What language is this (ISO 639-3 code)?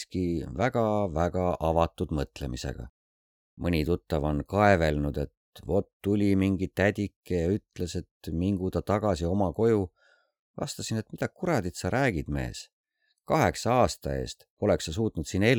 est